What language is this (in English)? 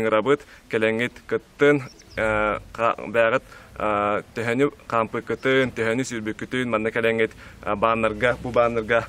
Yakut